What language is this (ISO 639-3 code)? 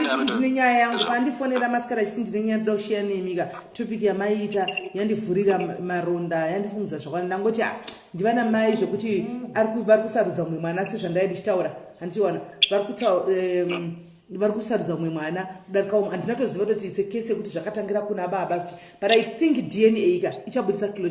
sna